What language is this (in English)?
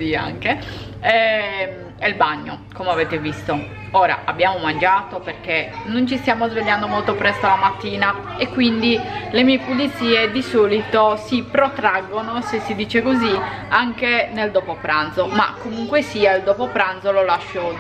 Italian